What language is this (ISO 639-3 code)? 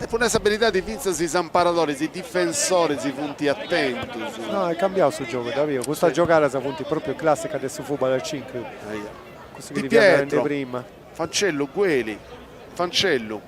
srd